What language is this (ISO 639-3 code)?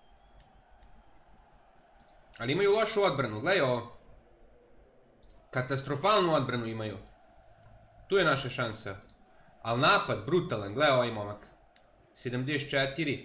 srp